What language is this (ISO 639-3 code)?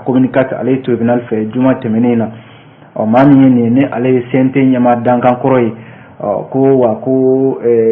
bam